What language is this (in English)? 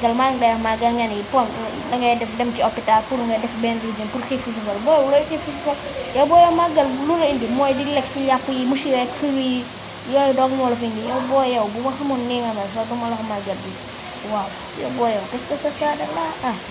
Wolof